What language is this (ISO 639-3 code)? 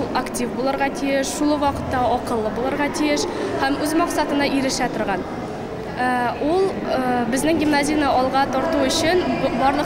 tat